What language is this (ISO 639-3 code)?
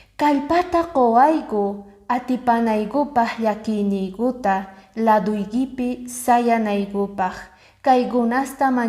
que